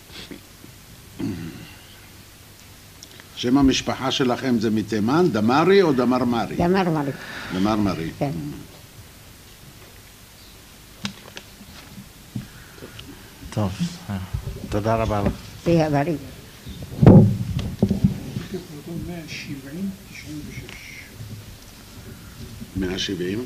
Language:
Hebrew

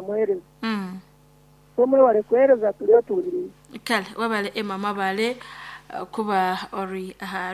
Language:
Nyankole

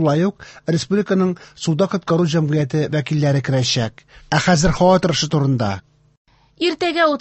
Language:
Tatar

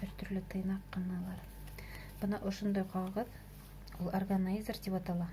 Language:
Bashkir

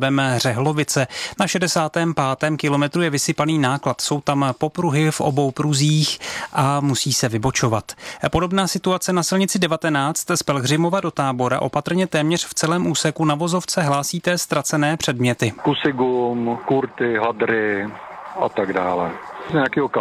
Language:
Czech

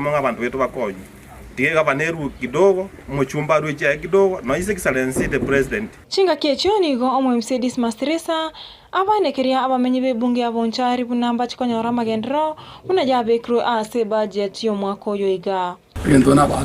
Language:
Gusii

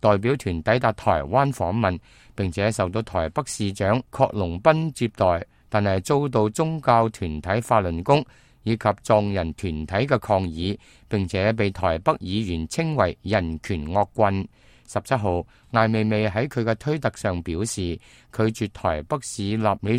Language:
Cantonese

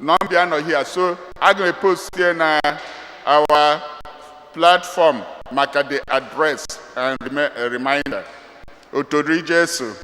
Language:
Igbo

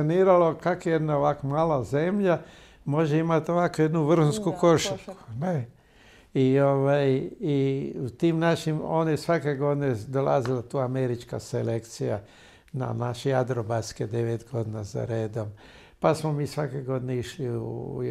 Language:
Croatian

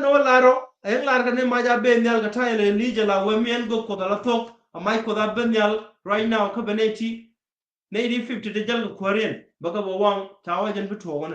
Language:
Nuer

